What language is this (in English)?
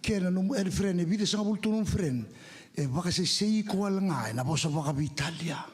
Fijian